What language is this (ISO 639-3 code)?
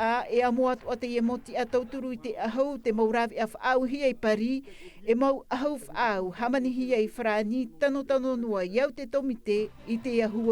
tah